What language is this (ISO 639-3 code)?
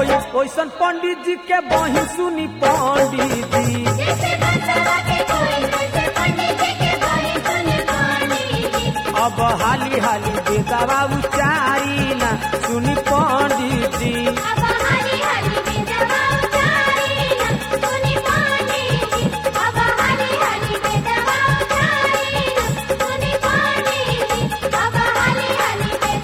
bho